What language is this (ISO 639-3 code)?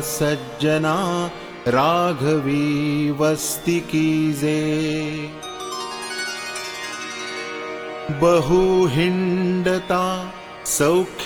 mar